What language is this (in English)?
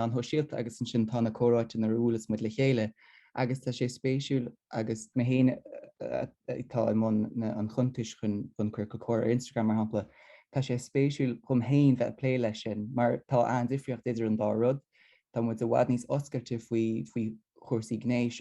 Irish